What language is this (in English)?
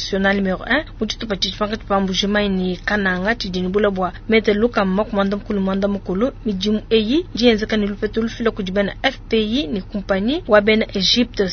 Luba-Lulua